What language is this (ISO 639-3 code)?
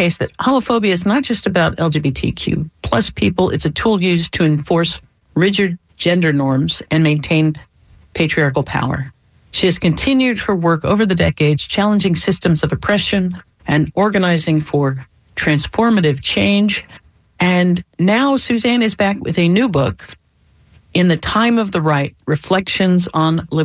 eng